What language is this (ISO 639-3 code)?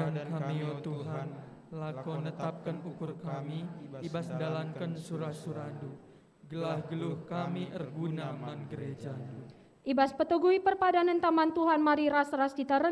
btx